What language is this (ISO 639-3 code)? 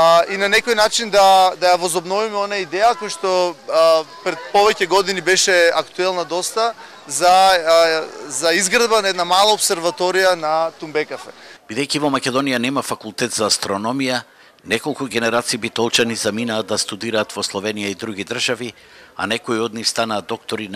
mkd